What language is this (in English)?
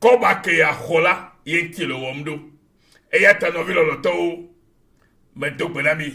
Ewe